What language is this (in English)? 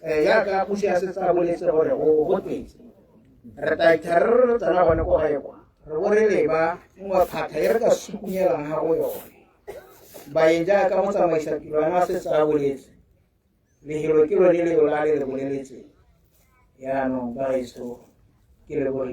Tswana